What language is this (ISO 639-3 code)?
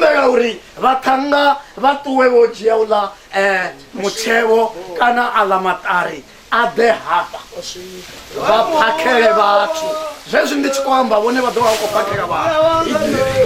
ven